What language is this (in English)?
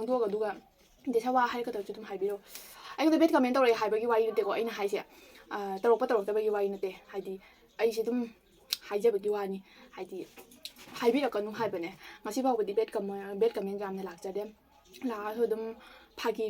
Manipuri